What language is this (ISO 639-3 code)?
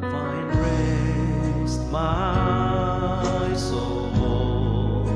njo